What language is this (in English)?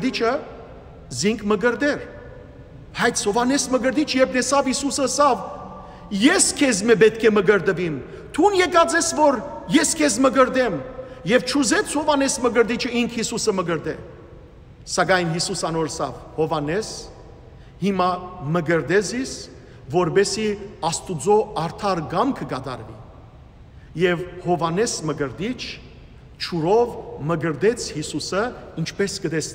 Western Armenian